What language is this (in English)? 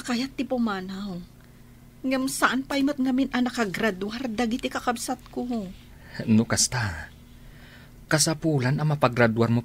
Iloko